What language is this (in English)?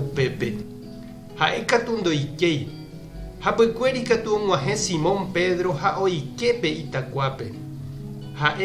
Guarani